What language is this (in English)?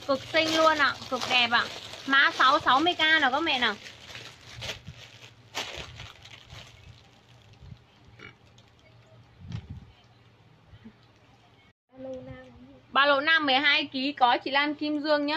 Vietnamese